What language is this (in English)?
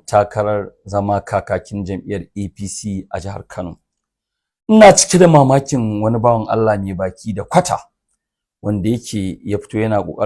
Hausa